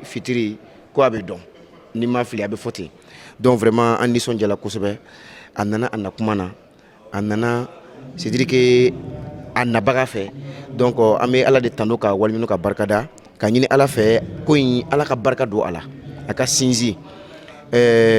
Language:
Bambara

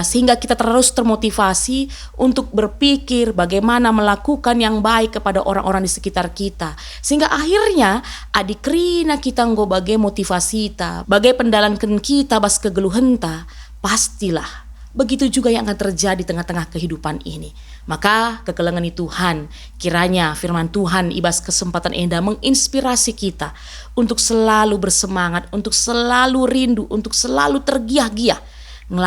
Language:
Batak Karo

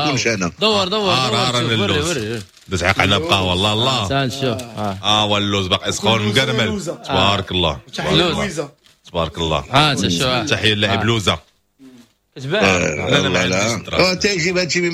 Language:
Moroccan Arabic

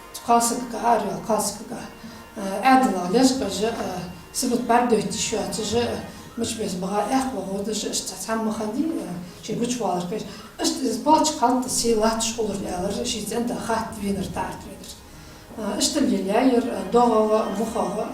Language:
Ingush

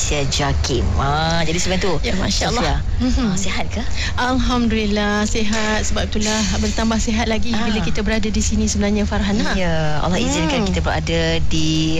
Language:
Malay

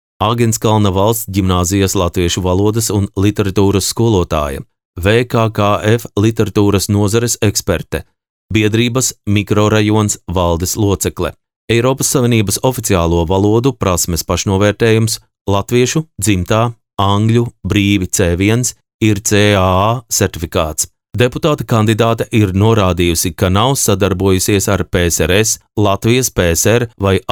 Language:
Latvian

